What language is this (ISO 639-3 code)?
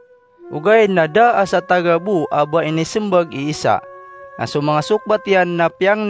mrw